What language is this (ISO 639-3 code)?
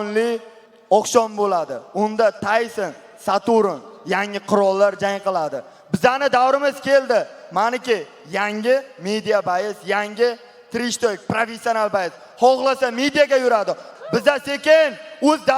uzb